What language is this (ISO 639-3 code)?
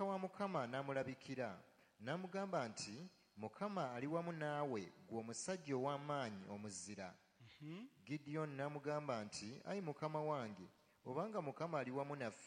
lug